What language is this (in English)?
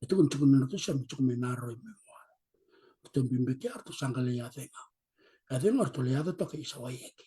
Fijian